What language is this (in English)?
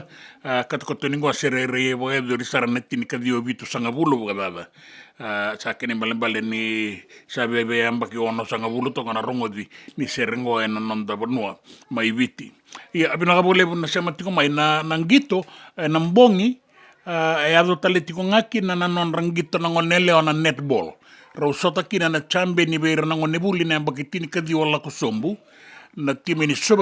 Fijian